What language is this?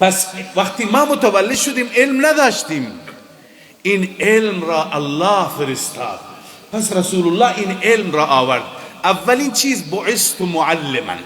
Persian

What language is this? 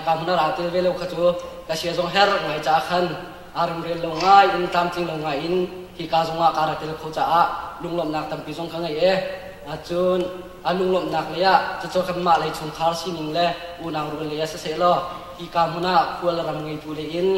Hakha Chin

